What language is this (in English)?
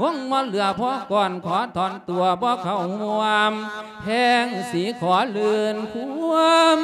Lao